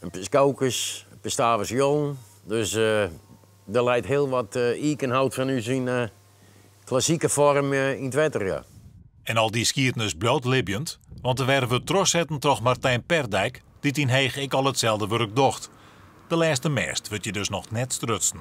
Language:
Western Frisian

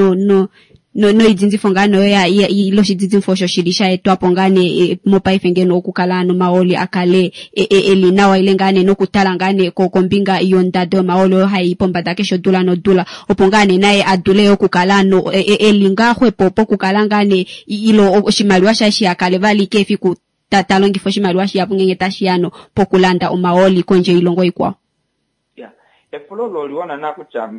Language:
Kuanyama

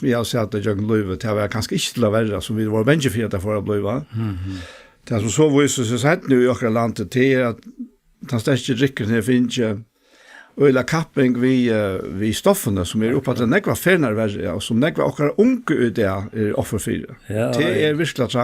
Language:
Faroese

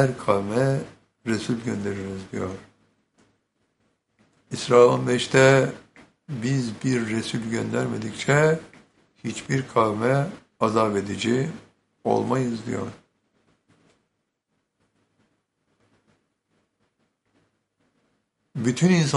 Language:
Turkish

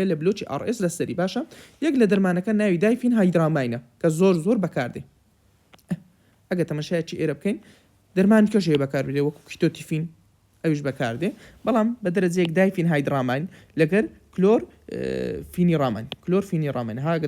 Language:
Central Kurdish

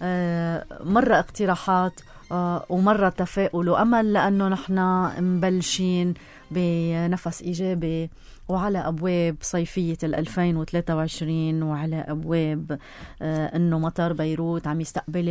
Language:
North Levantine Arabic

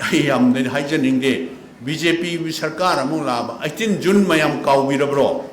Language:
Manipuri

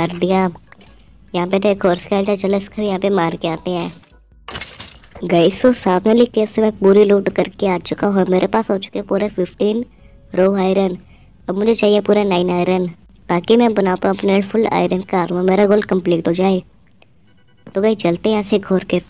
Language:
Hindi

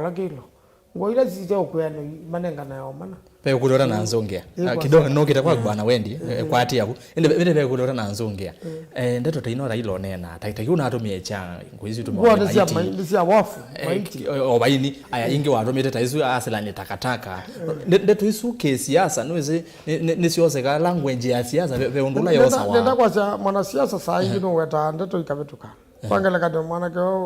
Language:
Kamba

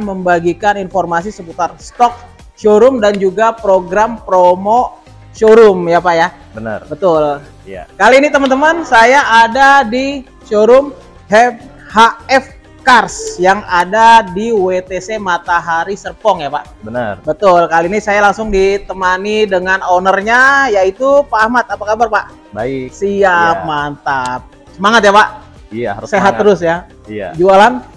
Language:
Indonesian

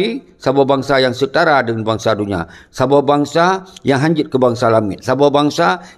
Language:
Achinese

